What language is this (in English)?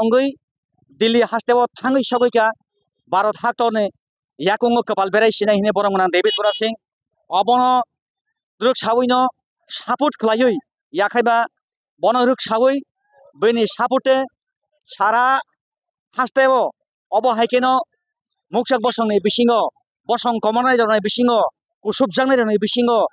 Kok Borok